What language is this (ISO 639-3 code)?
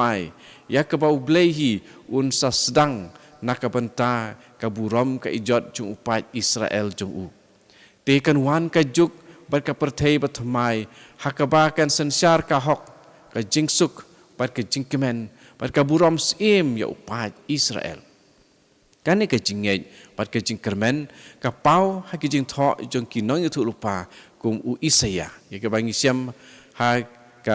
kha